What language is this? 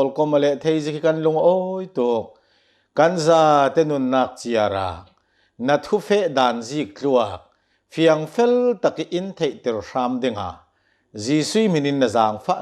Hakha Chin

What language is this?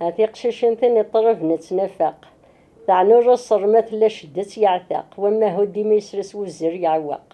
Kabyle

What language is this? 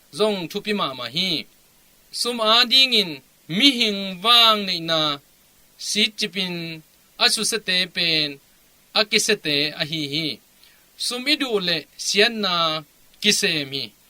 Tedim Chin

